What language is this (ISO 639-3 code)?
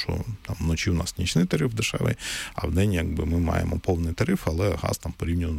ukr